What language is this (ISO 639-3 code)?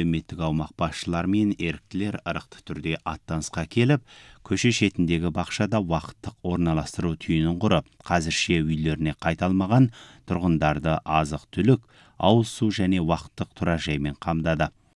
kaz